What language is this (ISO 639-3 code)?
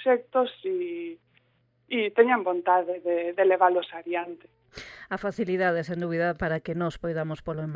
glg